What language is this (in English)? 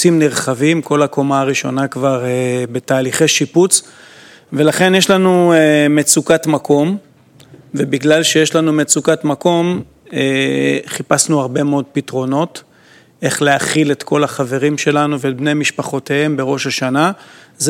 Hebrew